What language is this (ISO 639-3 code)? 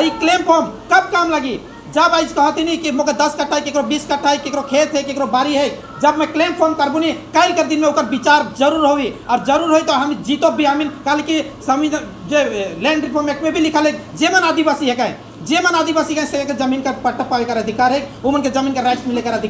sck